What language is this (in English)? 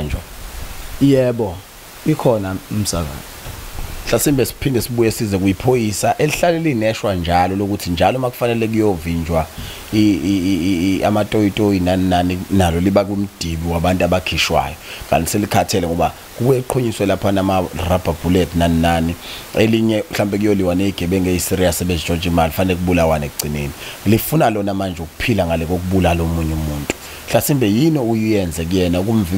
Zulu